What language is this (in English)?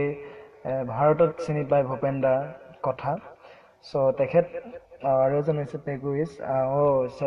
Assamese